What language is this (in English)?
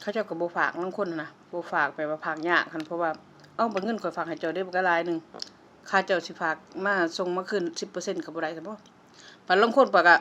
Lao